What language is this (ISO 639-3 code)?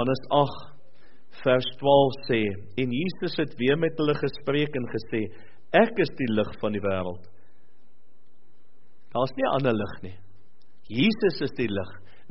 afr